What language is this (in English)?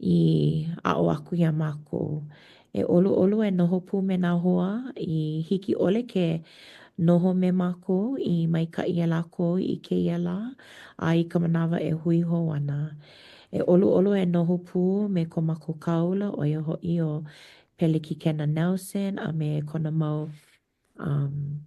Hawaiian